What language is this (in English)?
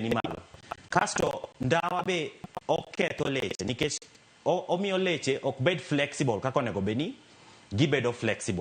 Luo (Kenya and Tanzania)